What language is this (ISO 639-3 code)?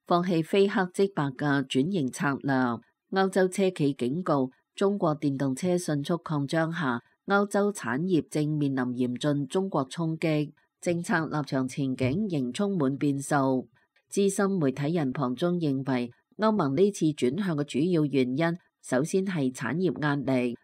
yue